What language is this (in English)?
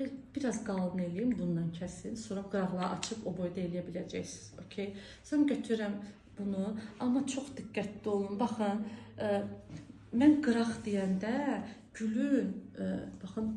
Azerbaijani